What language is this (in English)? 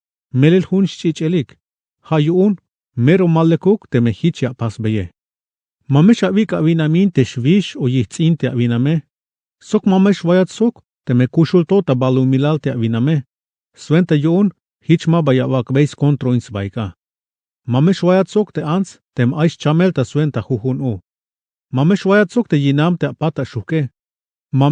Tzeltal